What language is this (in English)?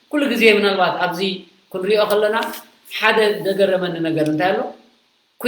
Tigrinya